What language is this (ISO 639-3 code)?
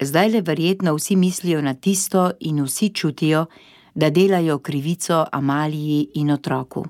slv